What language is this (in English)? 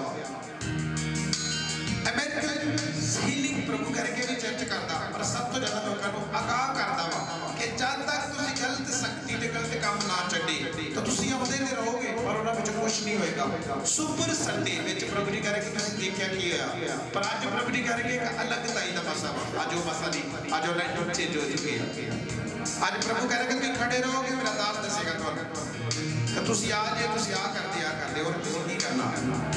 Punjabi